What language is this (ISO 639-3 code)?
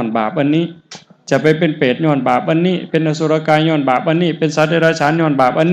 tts